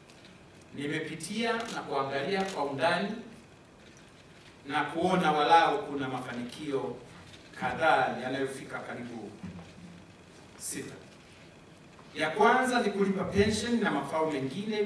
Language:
Swahili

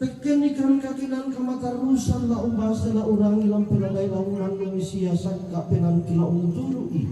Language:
Toraja-Sa'dan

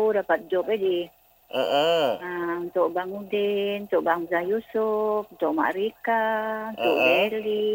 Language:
Malay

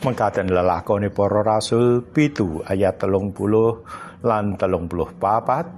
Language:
Javanese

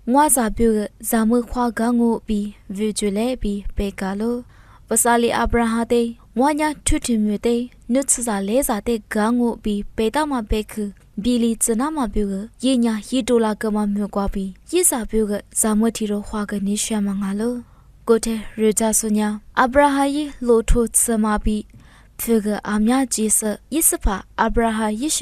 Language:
Lisu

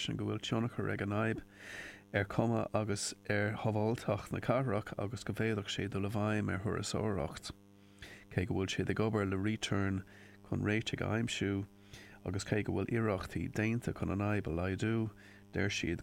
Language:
Irish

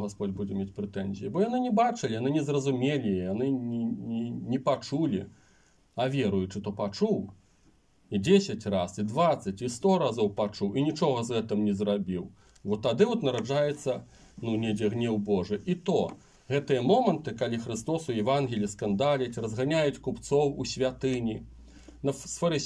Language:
Belarusian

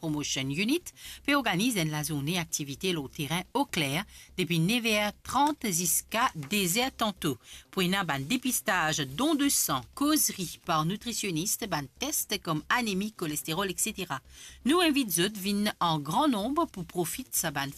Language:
Morisyen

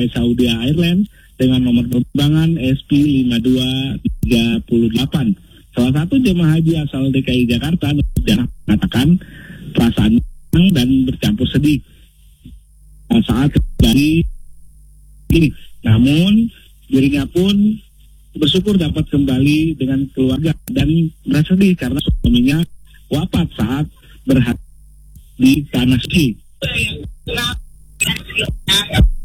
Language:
Indonesian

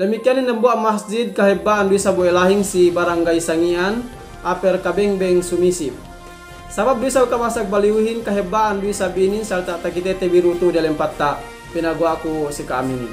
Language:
Yakan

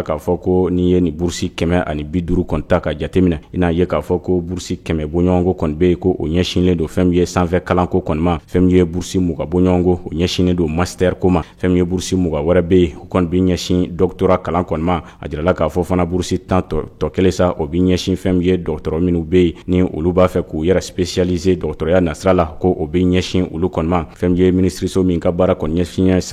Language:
Bambara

